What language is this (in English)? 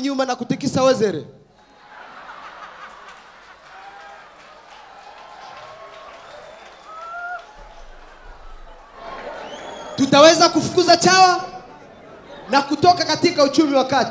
Swahili